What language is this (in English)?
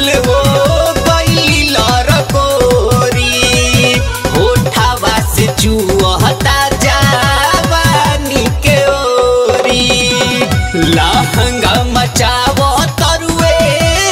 Bhojpuri